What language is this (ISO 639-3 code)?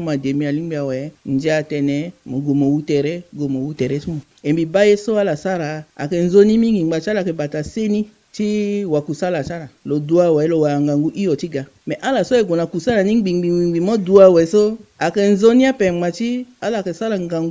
sag